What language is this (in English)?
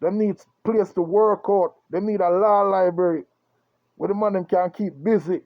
Jamaican Creole English